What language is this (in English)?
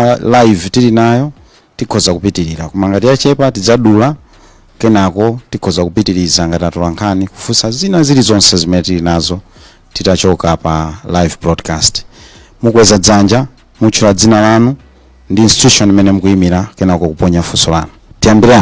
Nyanja